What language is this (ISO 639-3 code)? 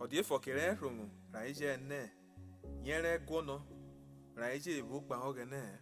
urh